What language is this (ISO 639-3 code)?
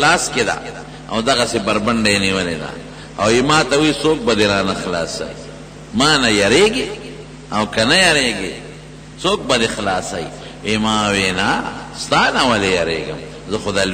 pus